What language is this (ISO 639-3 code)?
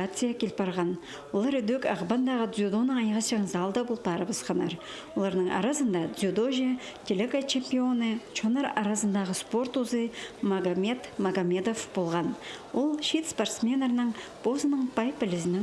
kjh